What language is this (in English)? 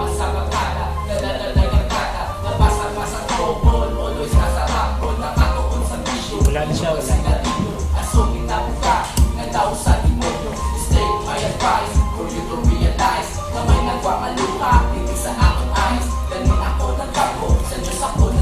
Hiligaynon